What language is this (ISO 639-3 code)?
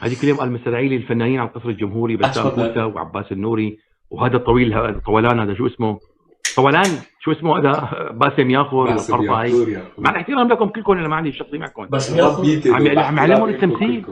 apc